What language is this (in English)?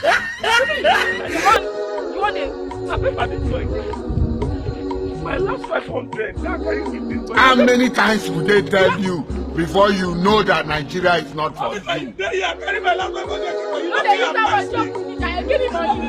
Nigerian Pidgin